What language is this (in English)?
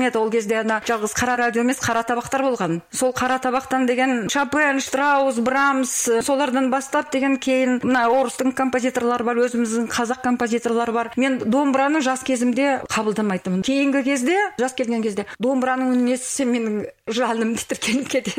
Kazakh